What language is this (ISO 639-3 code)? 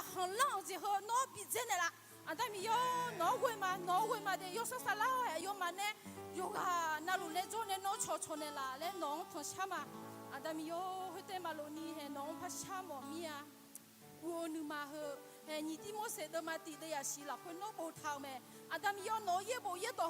ahk